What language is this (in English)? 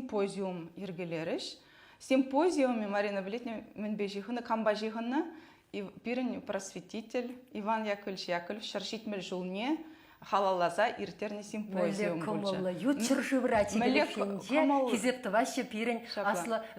Chuvash